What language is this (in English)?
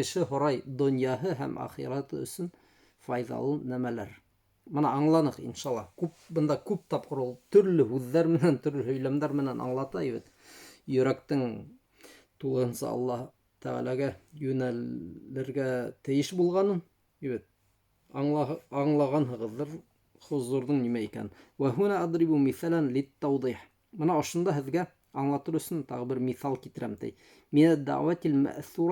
Bashkir